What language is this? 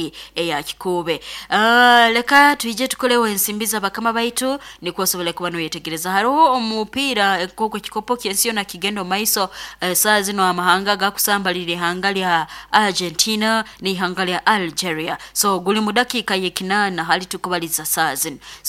Nyoro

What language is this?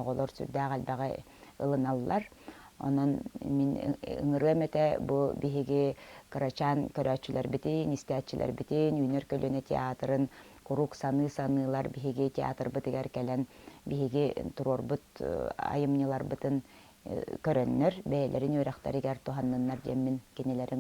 Yakut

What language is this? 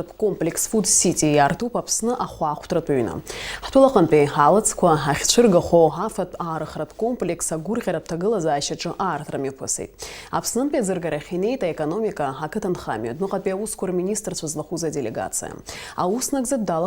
Abkhazian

